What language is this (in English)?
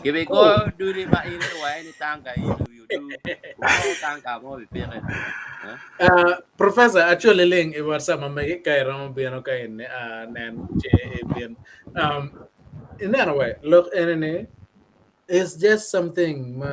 Acoli